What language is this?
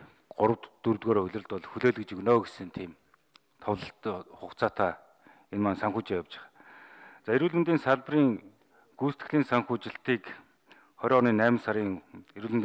Mongolian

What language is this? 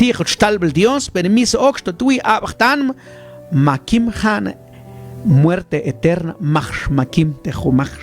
Mam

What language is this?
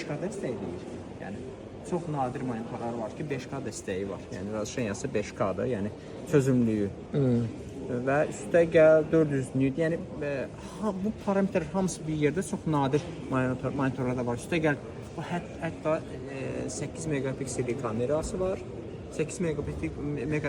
Azerbaijani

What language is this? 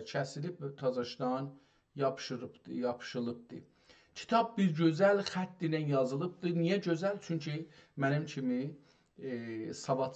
South Azerbaijani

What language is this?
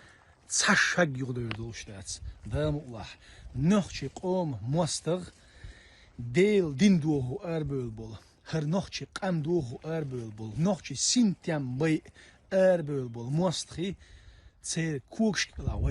Chechen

